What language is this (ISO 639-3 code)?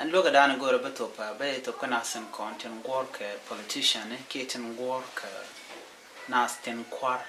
nus